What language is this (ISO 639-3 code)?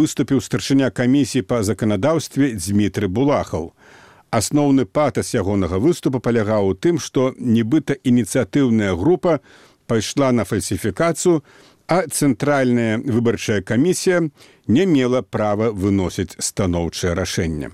bel